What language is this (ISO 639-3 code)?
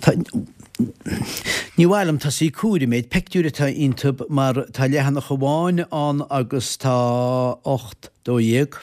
gle